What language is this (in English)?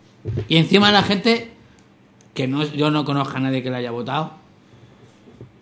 Spanish